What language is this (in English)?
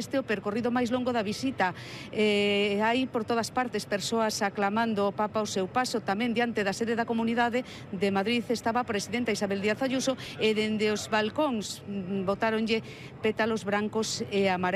Galician